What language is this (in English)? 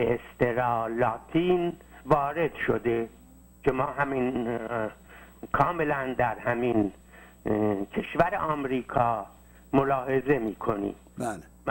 Persian